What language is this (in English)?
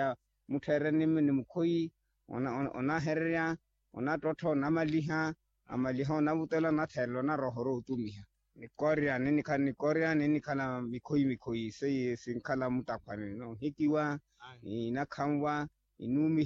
Makhuwa